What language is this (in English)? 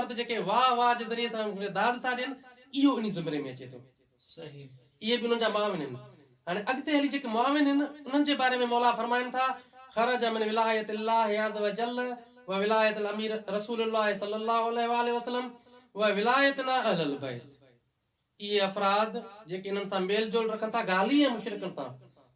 Sindhi